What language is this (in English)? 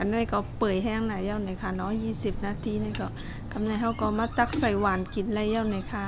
Shan